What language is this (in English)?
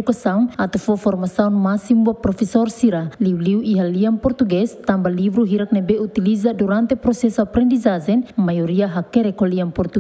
Tetum